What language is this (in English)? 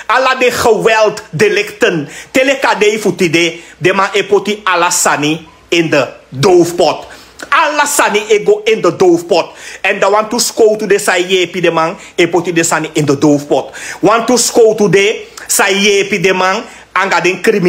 Sranan Tongo